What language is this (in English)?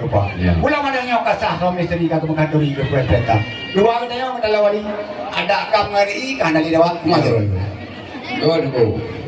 Achinese